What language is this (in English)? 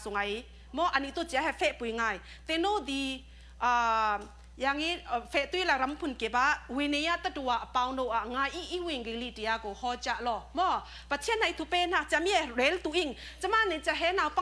Falam Chin